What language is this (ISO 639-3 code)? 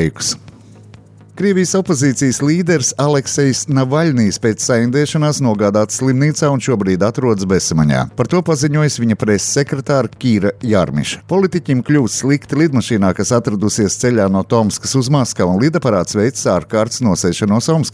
lav